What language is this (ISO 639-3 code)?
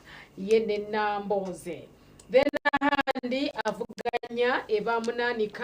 nyn